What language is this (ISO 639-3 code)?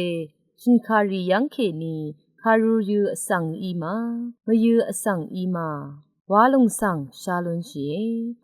raw